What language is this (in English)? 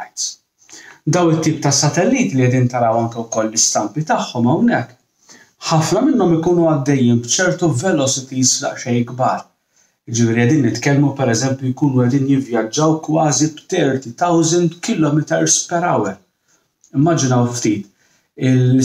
Maltese